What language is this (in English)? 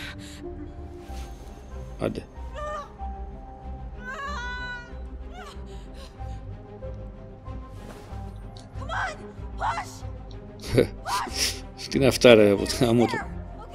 Greek